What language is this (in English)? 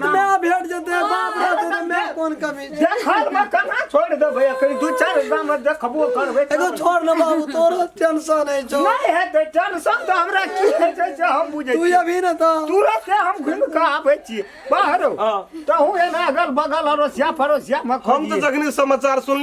Maithili